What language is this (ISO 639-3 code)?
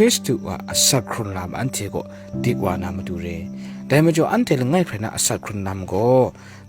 kac